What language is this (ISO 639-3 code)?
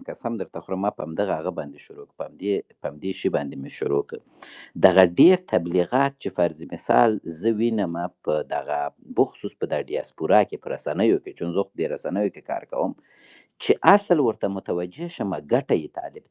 pus